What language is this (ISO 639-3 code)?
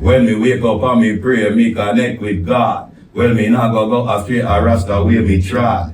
jam